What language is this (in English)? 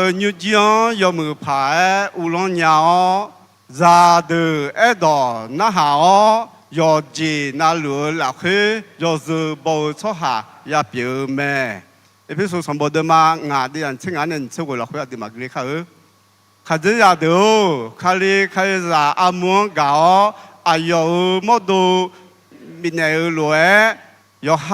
Akha